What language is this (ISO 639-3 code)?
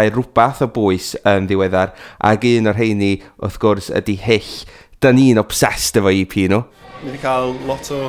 cym